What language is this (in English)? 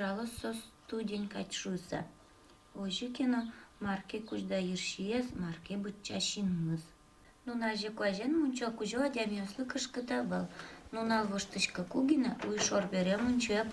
Udmurt